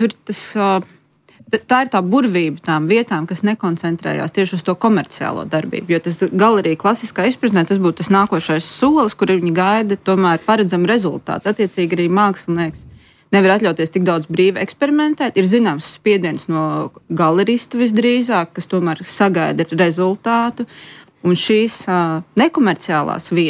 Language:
Latvian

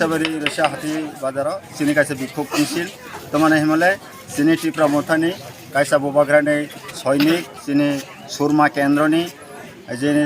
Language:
Kok Borok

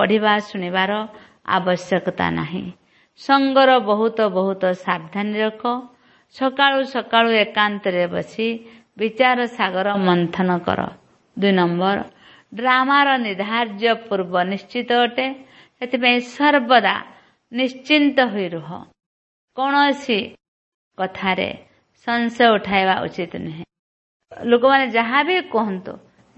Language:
Odia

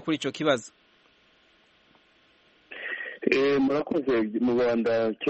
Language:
Kinyarwanda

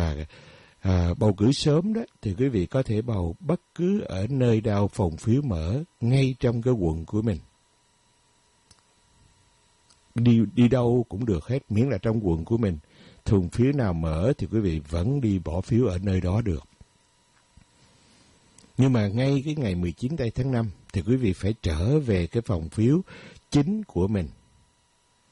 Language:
Vietnamese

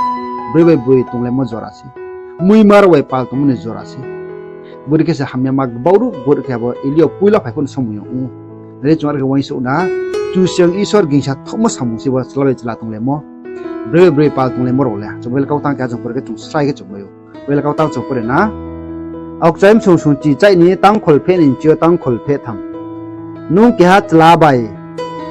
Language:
Riang (India)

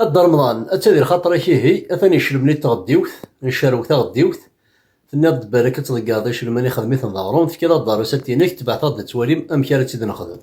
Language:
Kabyle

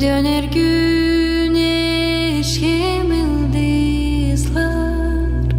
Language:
Gagauz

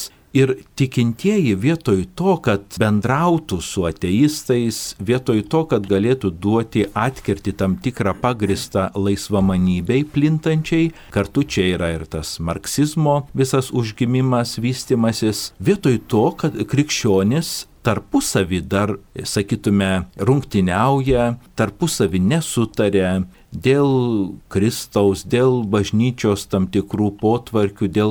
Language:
Lithuanian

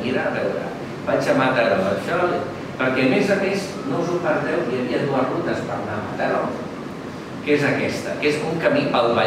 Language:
Catalan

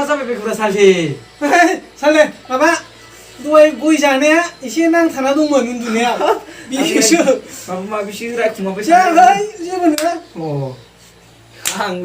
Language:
Bodo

